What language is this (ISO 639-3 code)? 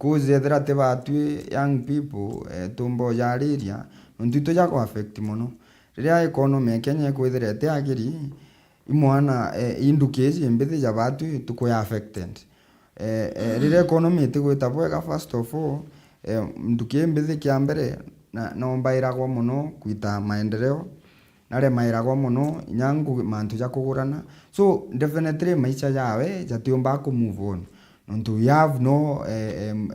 mer